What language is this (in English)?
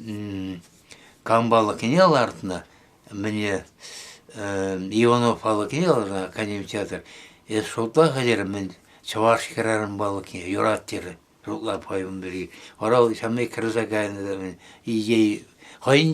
Chuvash